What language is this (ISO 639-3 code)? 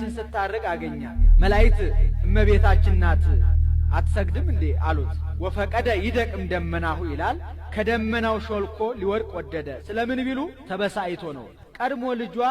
amh